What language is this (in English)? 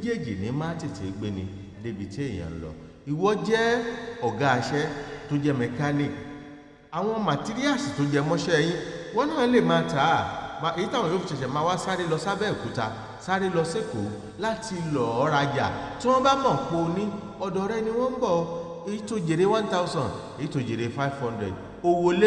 Yoruba